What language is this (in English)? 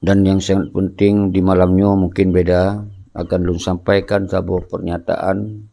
Achinese